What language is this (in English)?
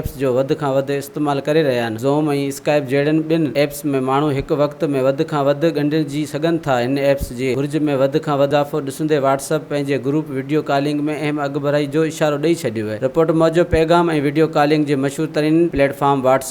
Sindhi